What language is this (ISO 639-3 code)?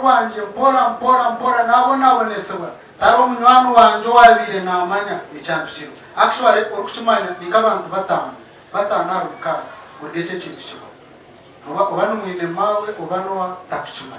nyn